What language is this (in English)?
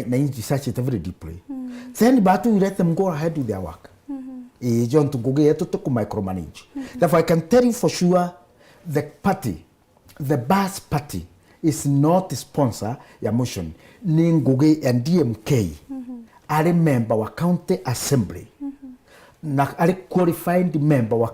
Meru